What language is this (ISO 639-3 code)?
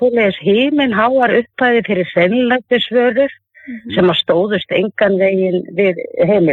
isl